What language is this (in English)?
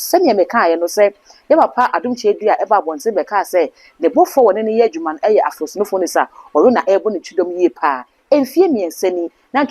Akan